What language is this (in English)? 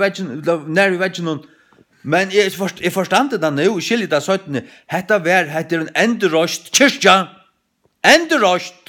Faroese